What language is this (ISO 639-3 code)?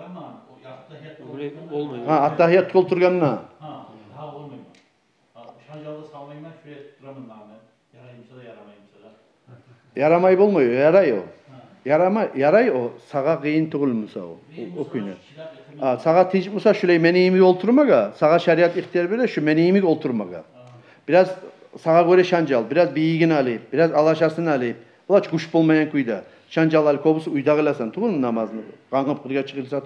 kum